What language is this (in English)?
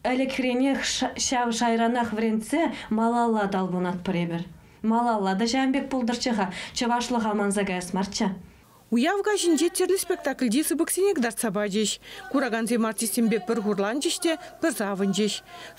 Chuvash